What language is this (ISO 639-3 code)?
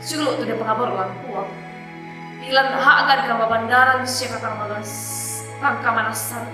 sda